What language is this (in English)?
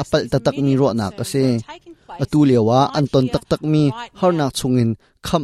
Hakha Chin